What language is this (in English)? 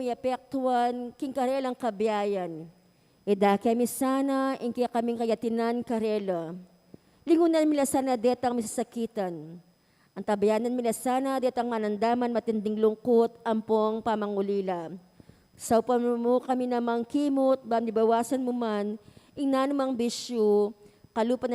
Pampanga